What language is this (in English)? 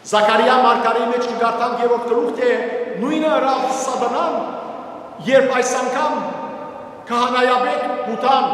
Western Armenian